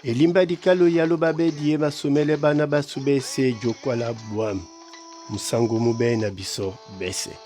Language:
Duala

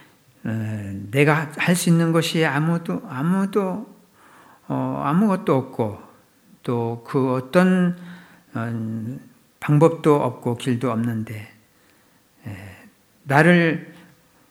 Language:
Korean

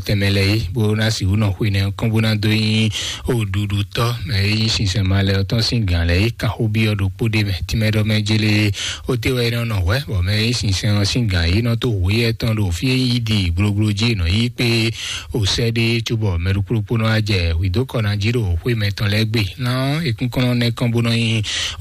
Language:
Fon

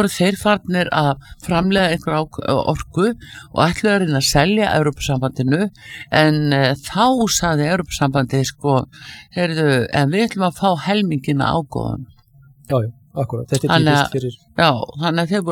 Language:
Icelandic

